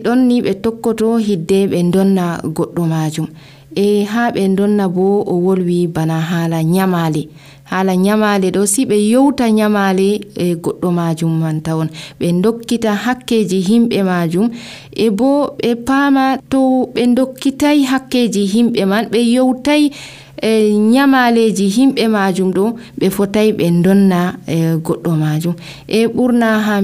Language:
Nigerian Fulfulde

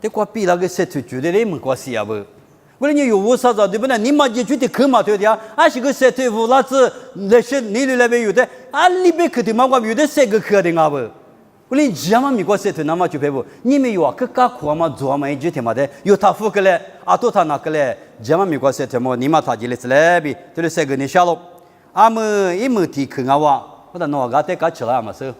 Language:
Lisu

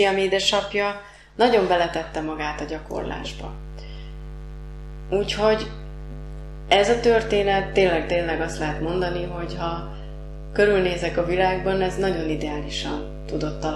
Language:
Hungarian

